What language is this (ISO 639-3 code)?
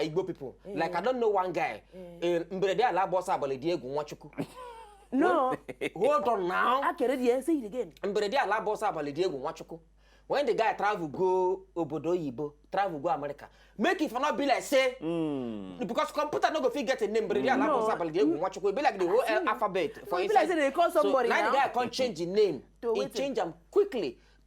pcm